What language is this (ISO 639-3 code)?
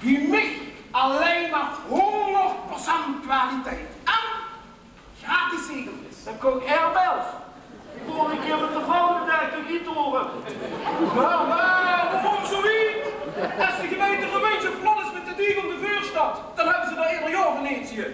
lim